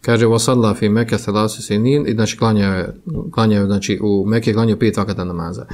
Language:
Bosnian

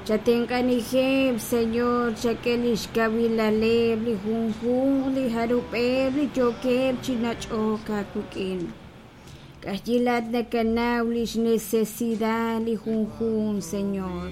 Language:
Kekchí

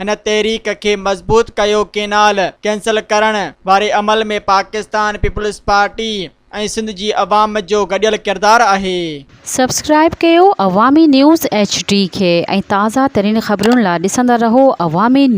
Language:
Sindhi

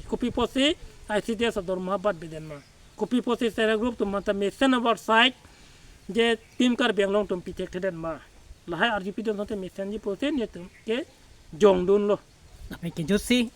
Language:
Karbi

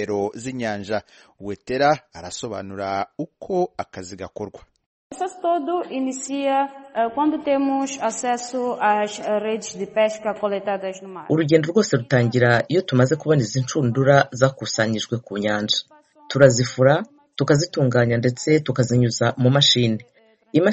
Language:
Kinyarwanda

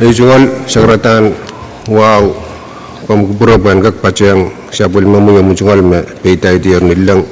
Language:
Pohnpeian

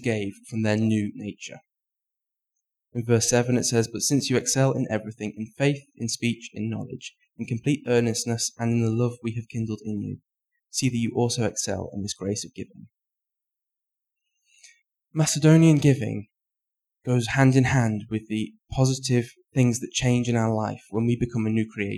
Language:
English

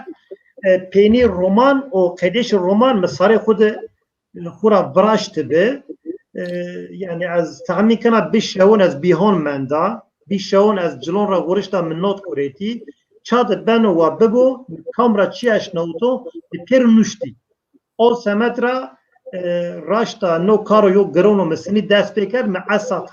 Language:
Zaza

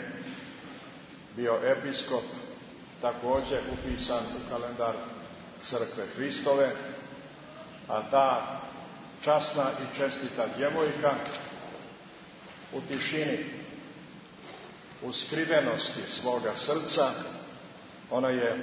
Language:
Serbian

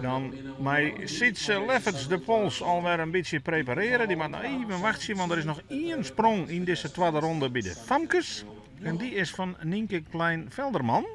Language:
Western Frisian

